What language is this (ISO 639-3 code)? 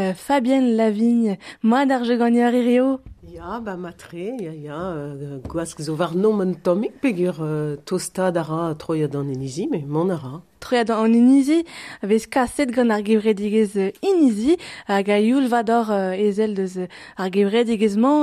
bre